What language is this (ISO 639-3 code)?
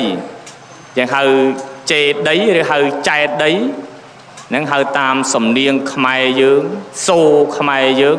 khm